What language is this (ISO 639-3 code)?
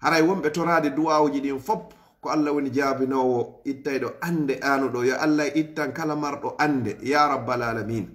ful